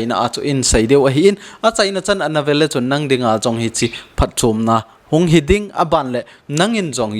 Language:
Thado Chin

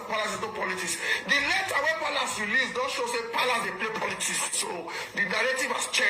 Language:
Nigerian Pidgin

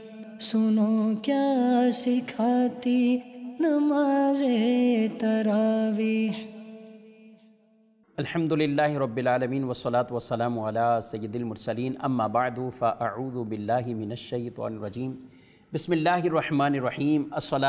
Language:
Urdu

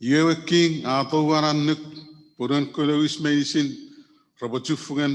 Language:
Chuukese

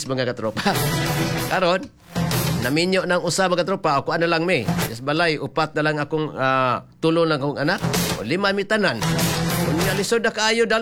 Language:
Cebuano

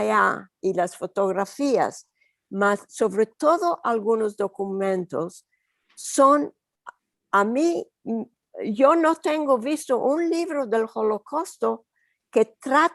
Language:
Ladino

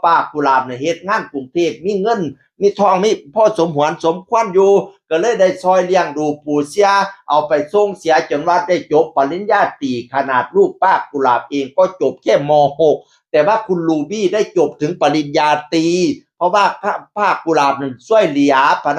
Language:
Northeastern Thai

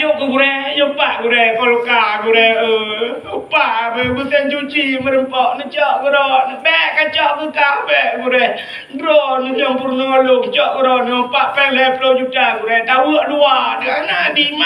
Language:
Achinese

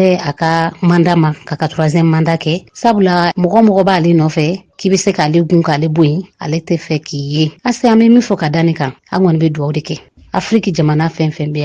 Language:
Bambara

